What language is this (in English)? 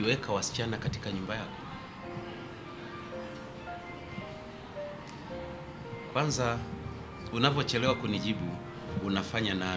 Swahili